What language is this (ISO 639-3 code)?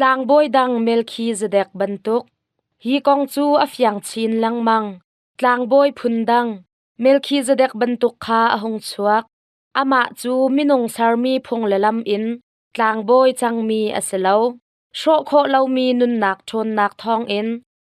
cnh